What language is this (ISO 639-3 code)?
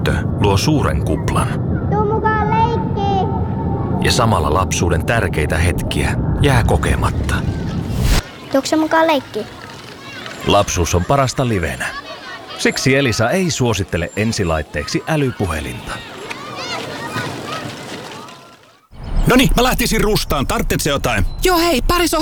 fin